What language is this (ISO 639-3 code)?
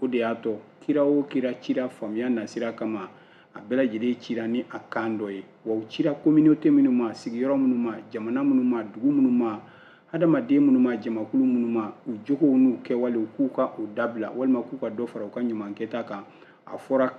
bam